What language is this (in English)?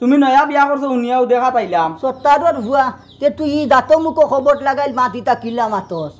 Sylheti